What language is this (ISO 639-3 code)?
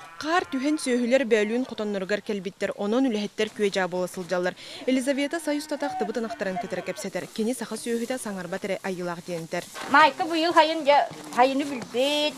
sah